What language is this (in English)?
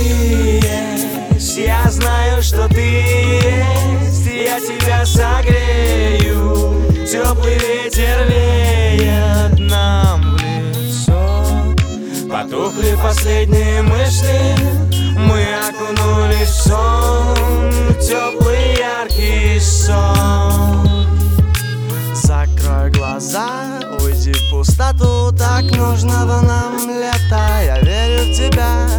Russian